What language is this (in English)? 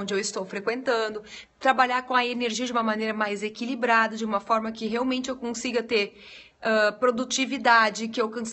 Portuguese